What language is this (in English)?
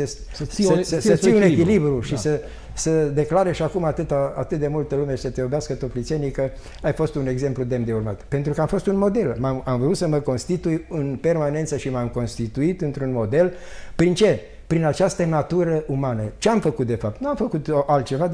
Romanian